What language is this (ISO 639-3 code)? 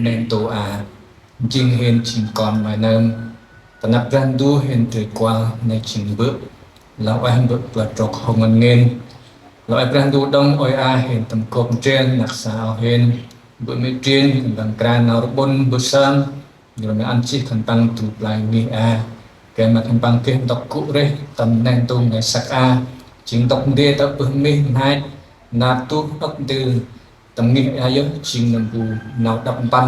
cmo